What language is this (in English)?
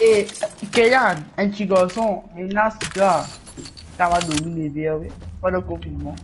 Morisyen